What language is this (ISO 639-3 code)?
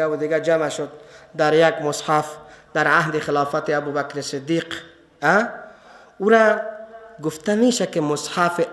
fas